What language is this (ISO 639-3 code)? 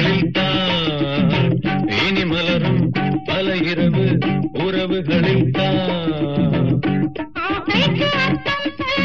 tam